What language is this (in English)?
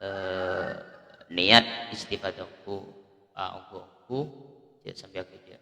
Madurese